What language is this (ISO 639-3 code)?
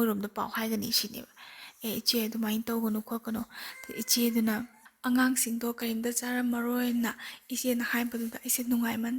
mni